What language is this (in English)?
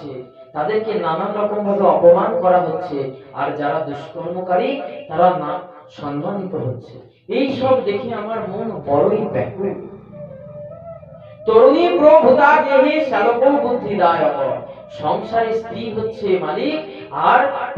Bangla